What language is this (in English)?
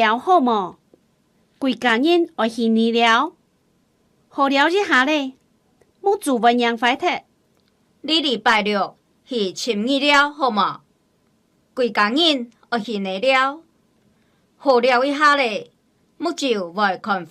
Hakka Chinese